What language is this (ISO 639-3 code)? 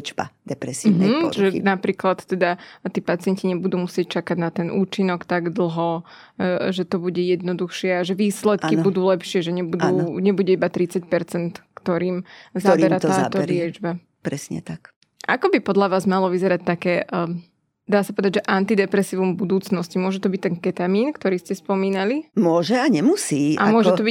slk